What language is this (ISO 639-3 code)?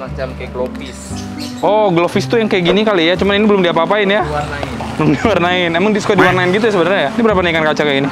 ind